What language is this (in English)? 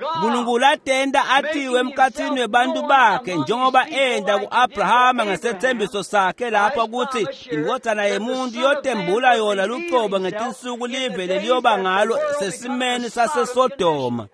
Swati